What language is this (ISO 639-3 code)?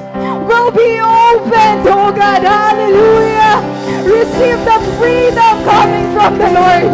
war